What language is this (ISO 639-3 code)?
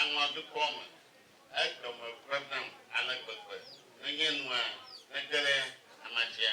ewe